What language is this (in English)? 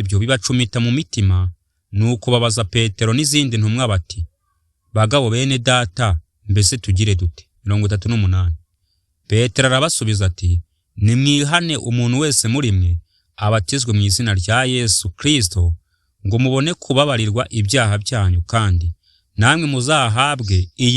Kinyarwanda